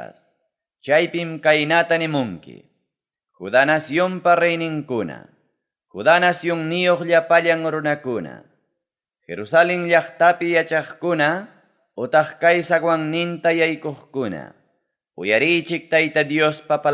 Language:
Ayacucho Quechua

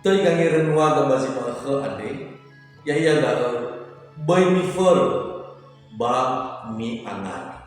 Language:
Nias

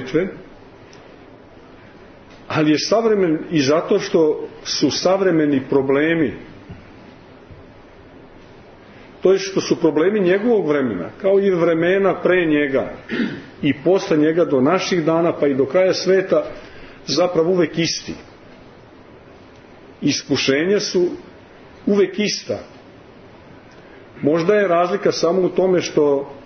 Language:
Serbian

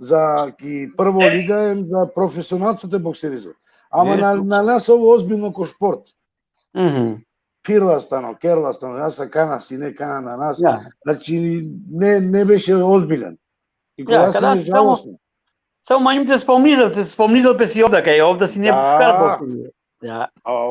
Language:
Balkan Romani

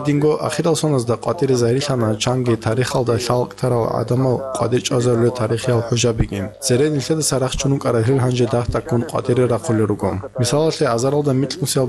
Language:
Avaric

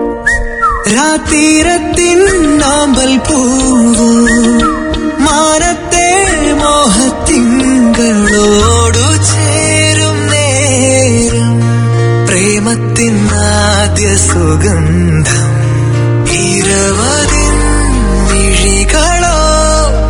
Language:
Malayalam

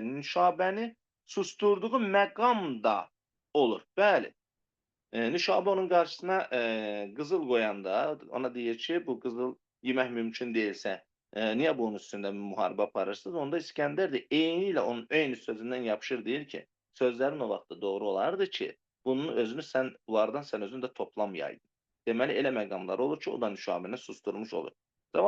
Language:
Azerbaijani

